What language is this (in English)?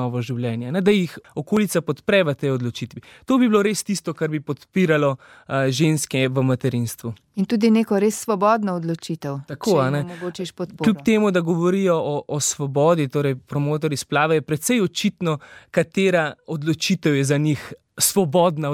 Slovenian